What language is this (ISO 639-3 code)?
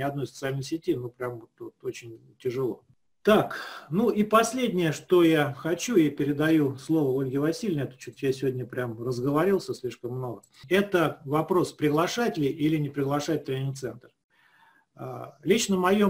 rus